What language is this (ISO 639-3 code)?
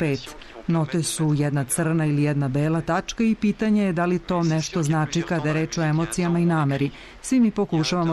srp